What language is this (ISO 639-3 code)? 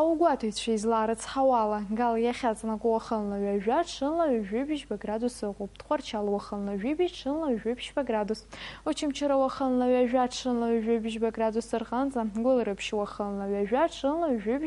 abk